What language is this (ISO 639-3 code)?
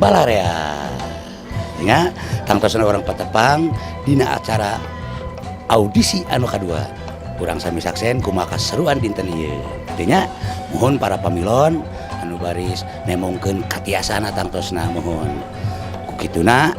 sun